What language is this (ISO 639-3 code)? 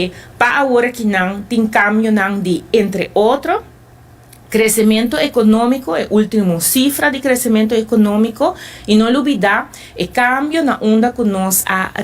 pap